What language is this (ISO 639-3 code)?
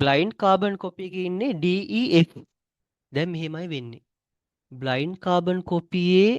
sin